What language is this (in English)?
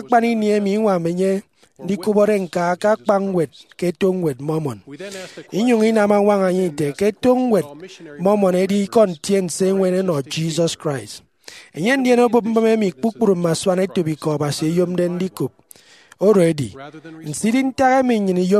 Efik